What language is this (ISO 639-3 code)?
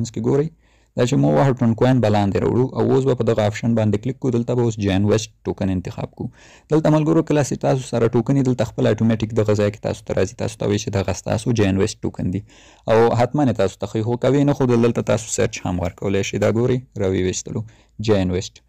pus